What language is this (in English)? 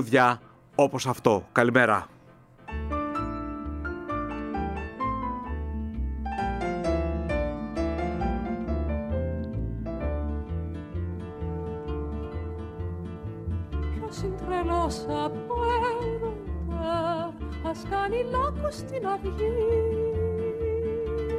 Greek